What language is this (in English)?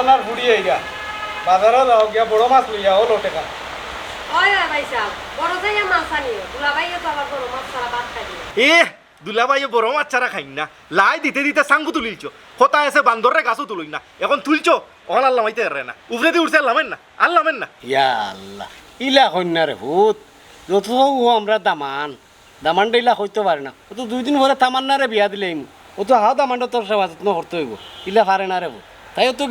Sylheti